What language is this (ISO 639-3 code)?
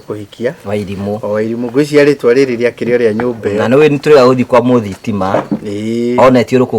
kik